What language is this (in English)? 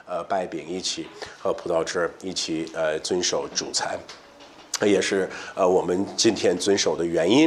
Chinese